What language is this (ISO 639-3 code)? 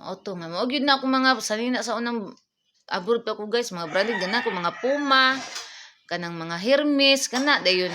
ceb